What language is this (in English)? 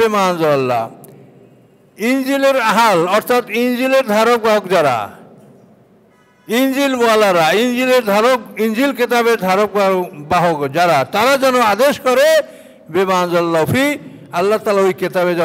Bangla